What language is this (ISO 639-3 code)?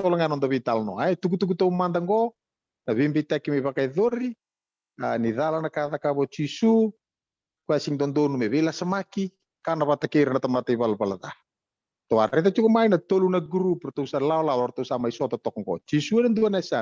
fij